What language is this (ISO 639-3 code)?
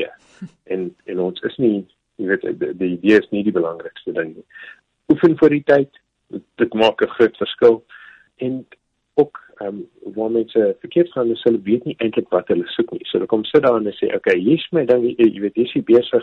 afr